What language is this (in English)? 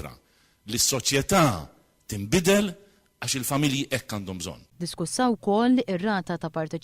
Maltese